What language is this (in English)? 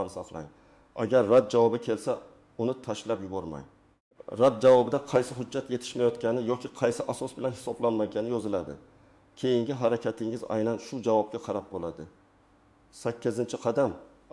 Uzbek